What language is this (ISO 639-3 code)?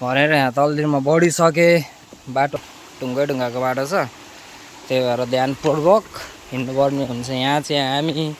nep